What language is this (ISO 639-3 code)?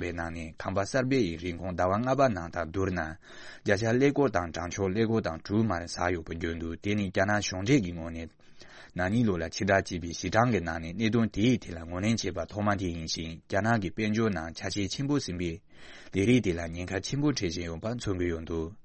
bod